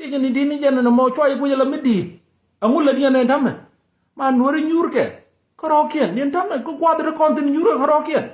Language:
Nuer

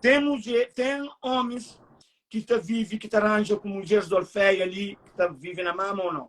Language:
Kabuverdianu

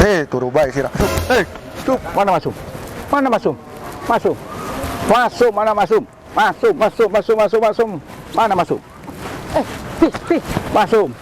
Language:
Betawi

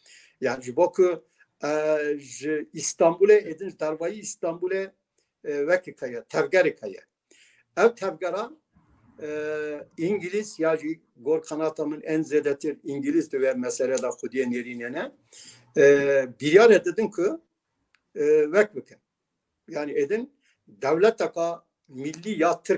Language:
Kurdish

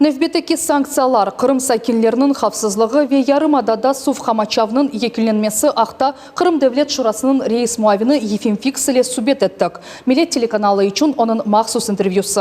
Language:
Crimean Tatar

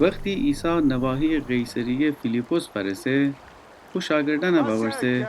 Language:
Gilaki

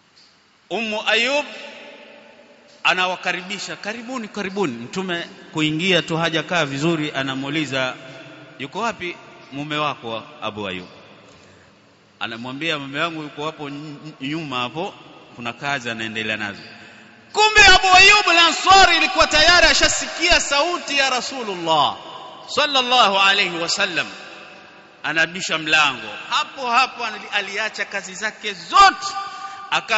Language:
Swahili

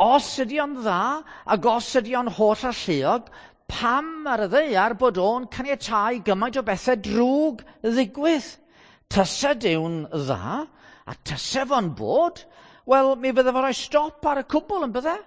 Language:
Welsh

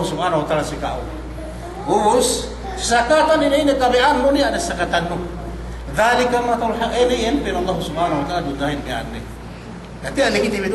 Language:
Yakan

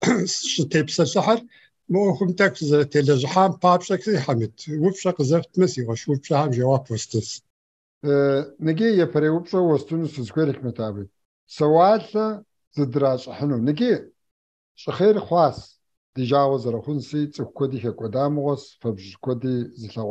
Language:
Kabardian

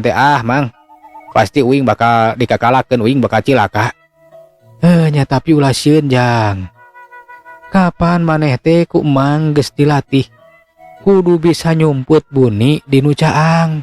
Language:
Sundanese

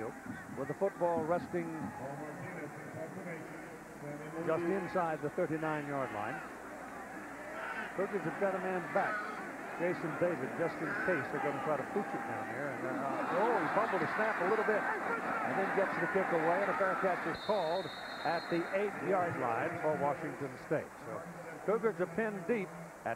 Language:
English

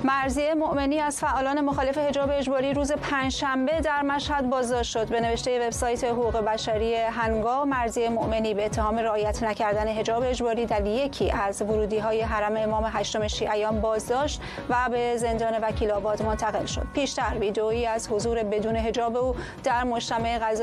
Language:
Persian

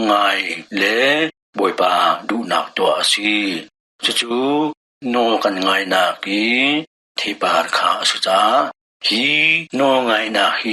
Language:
Hakha Chin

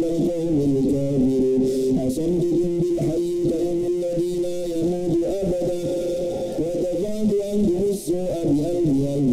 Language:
Arabic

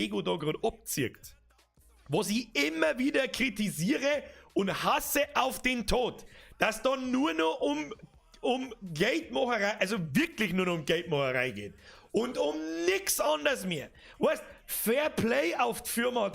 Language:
Bavarian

